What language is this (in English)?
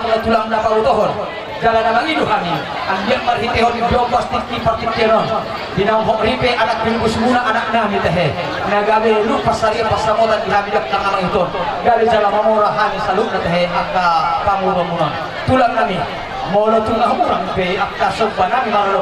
Batak Toba